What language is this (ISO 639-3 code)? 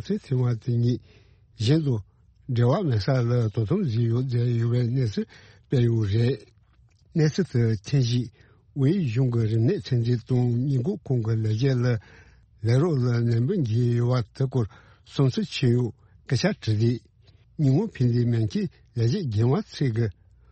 bod